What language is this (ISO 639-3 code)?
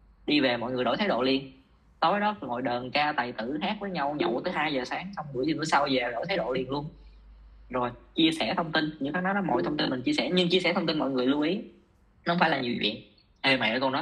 vie